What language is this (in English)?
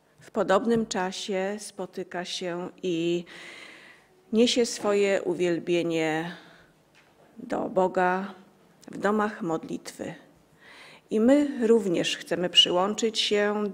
Polish